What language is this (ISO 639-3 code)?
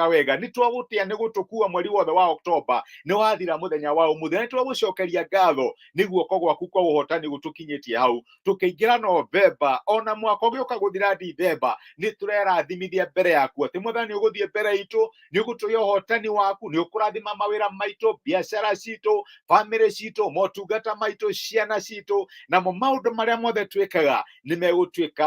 kik